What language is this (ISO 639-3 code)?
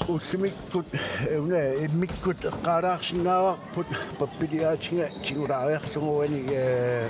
kal